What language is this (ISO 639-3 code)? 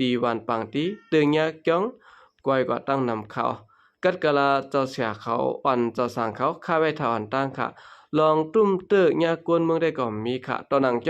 shn